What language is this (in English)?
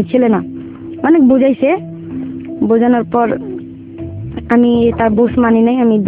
Bangla